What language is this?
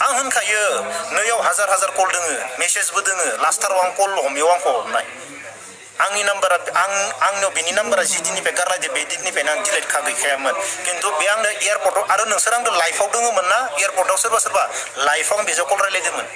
Bodo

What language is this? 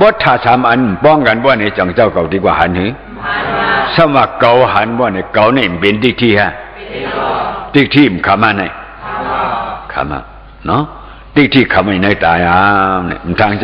Shan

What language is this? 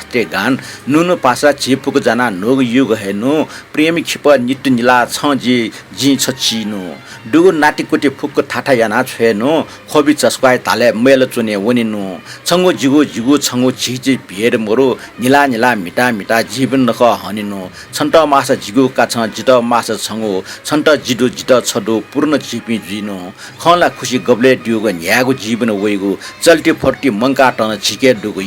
Newari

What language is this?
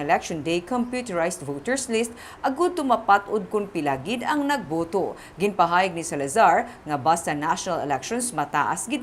Hiligaynon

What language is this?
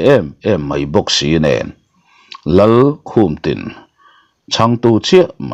Mizo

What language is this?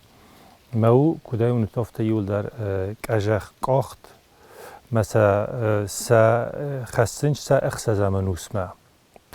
Ossetic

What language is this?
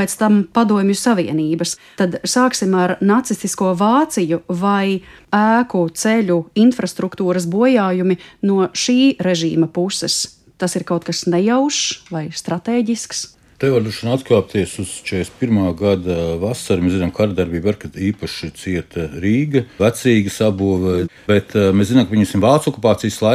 Latvian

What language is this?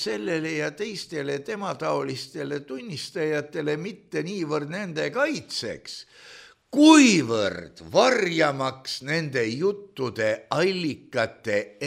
Estonian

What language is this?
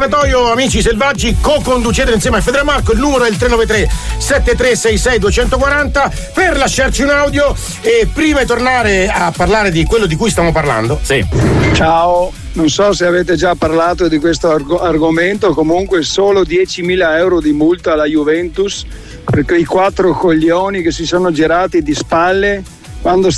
Italian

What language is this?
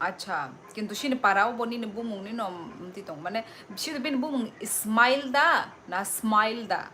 Kok Borok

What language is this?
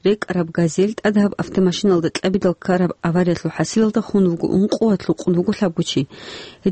Avaric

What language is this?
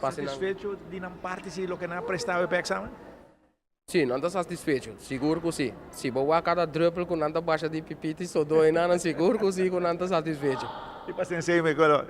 Papiamento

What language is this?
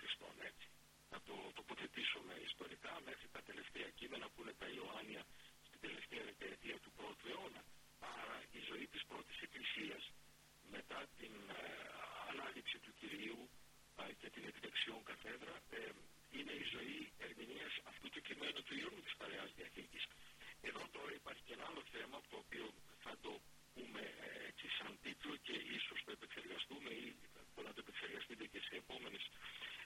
Greek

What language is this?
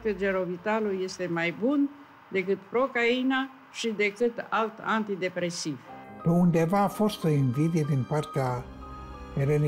Romanian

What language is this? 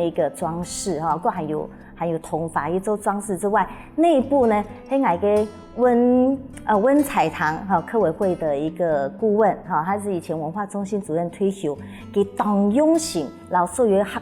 Hakka Chinese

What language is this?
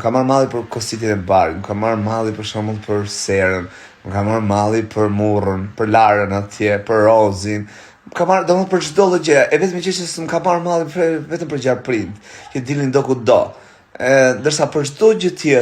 Albanian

